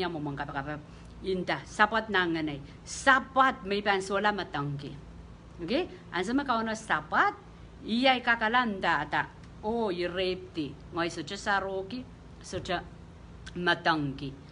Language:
Pohnpeian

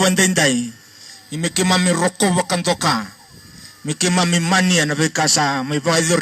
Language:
Fijian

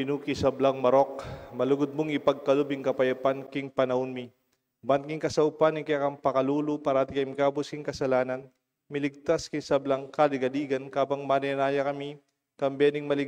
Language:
Pampanga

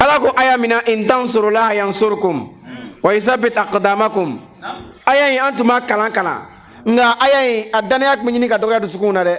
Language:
Bambara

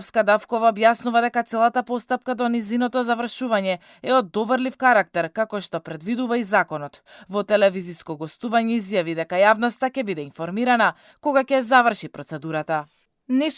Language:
Macedonian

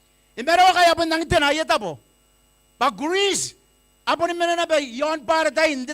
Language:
Gilbertese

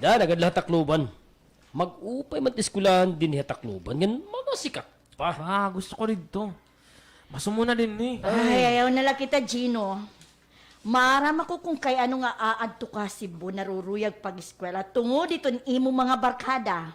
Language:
Waray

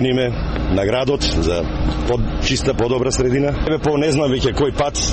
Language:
Macedonian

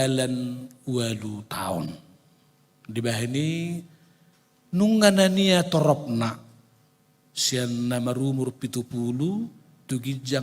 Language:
Batak Toba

